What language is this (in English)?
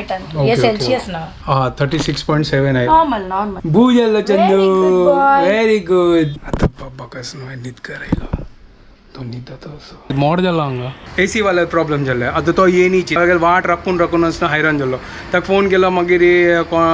Konkani